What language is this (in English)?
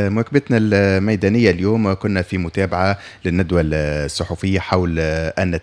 Tunisian Arabic